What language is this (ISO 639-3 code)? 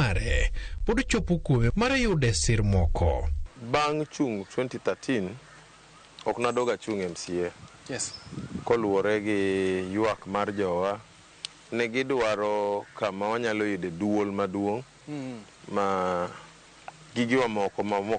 luo